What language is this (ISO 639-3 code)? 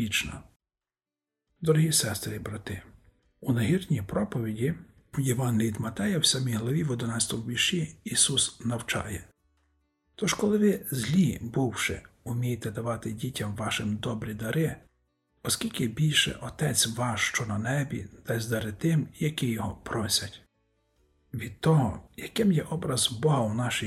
ukr